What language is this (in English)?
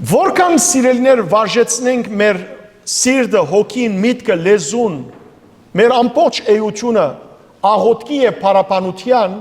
Western Armenian